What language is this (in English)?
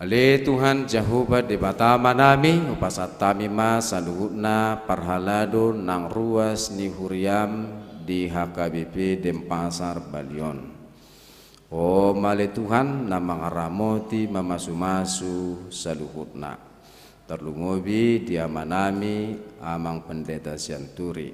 Batak Toba